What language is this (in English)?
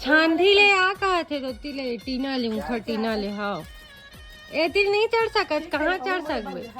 Chhattisgarhi